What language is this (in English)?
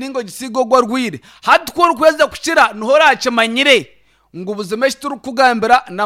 Nyankole